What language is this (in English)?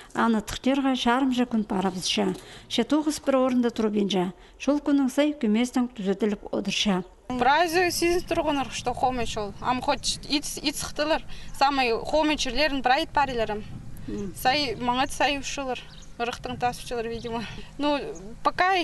Khakas